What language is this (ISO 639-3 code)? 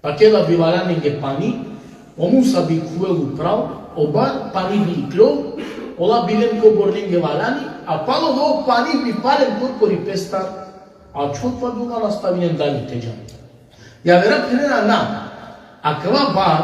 rmn